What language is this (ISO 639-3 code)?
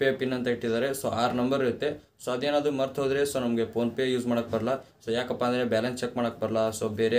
kan